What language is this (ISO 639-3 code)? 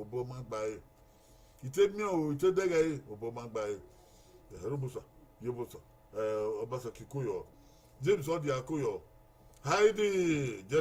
bin